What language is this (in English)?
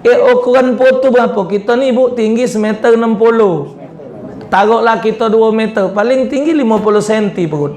Musi